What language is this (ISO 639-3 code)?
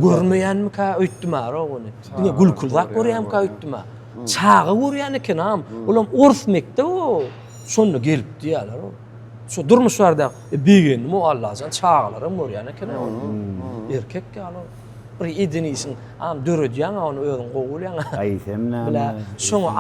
tuk